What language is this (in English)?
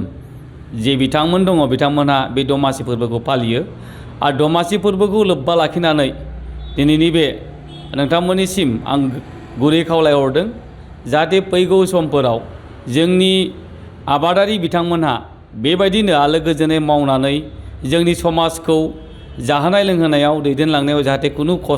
Bodo